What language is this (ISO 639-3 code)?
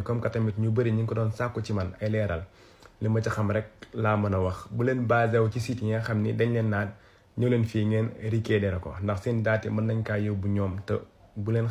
wol